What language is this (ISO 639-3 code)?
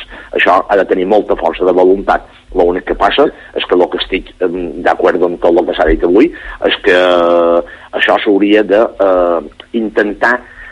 cat